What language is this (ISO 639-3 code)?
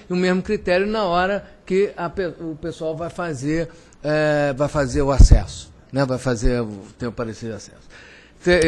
por